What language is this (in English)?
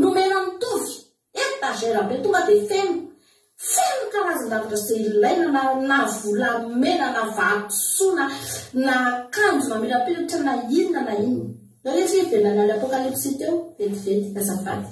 Malagasy